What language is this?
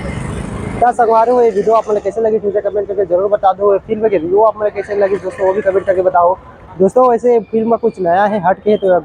Chhattisgarhi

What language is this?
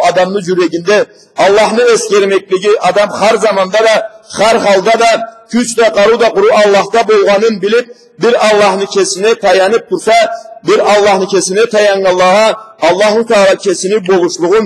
Karachay-Balkar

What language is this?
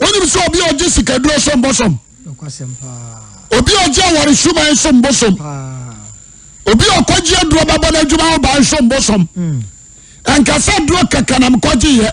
Akan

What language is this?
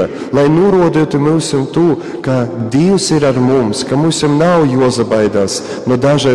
Latgalian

